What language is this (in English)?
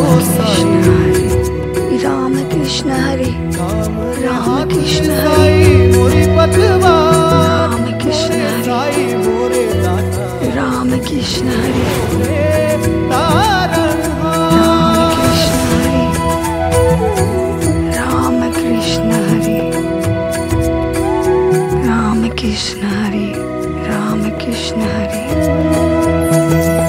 Hindi